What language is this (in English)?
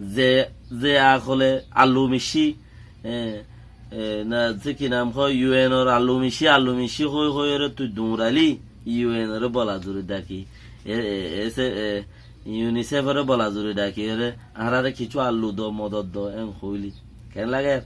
Rohingya